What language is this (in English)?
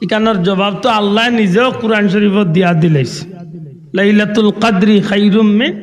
Sylheti